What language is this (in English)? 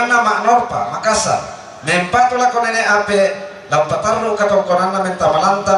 Toraja-Sa'dan